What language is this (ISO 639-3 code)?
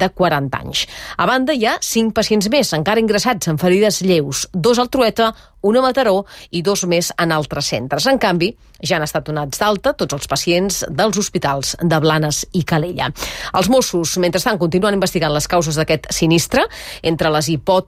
cat